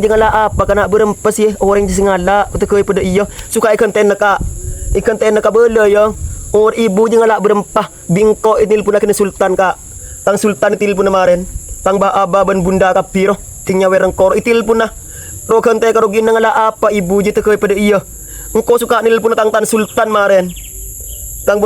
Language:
Madurese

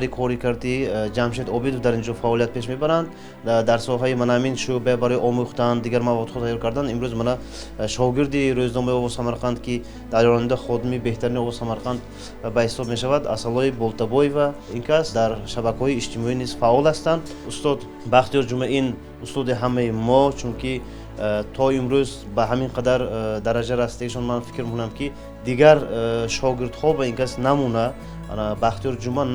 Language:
Tajik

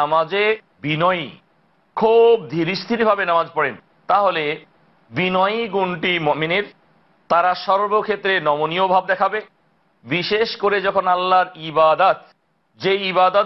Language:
Bangla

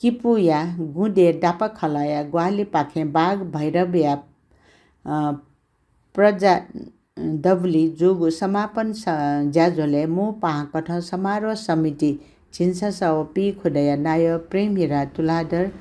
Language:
Newari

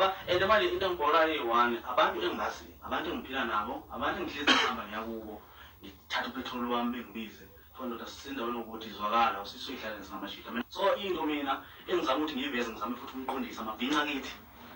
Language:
Zulu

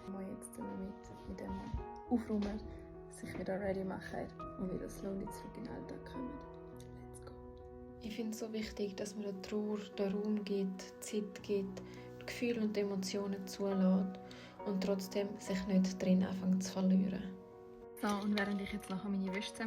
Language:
Swiss German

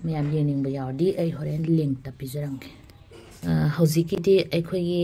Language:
Manipuri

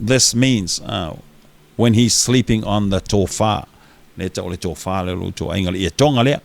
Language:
Samoan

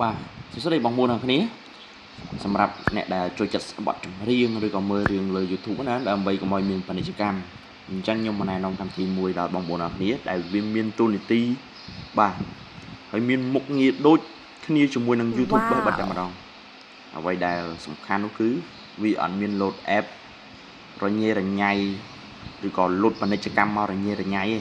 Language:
Khmer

